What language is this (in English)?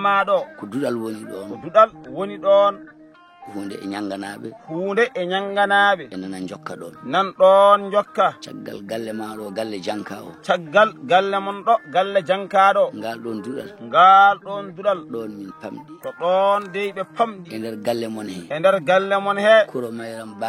Fula